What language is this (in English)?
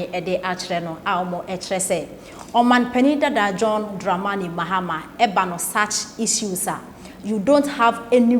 Akan